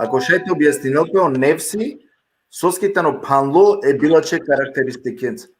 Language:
Balkan Romani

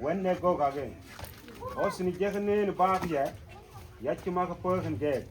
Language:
Mabaan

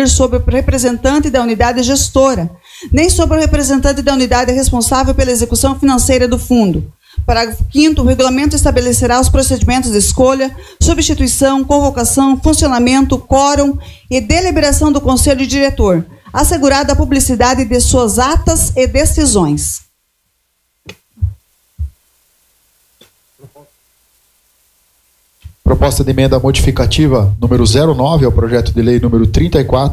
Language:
Portuguese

